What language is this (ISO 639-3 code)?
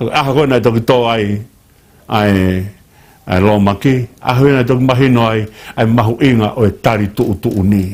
ton